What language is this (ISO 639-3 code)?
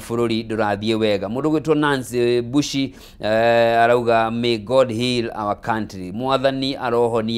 kik